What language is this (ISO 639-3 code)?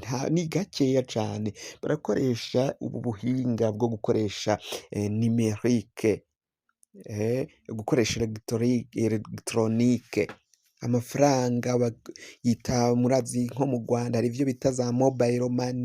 run